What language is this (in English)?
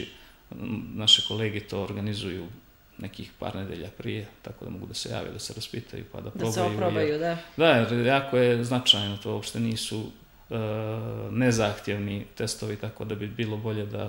Serbian